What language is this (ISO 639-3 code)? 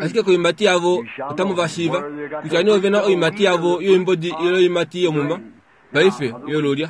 kua